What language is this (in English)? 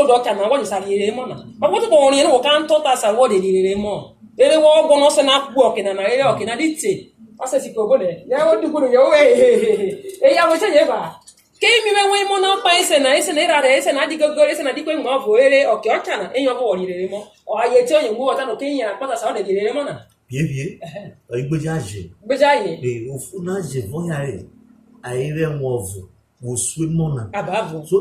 Urhobo